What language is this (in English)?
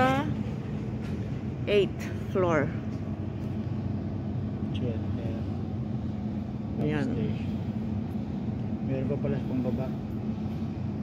Filipino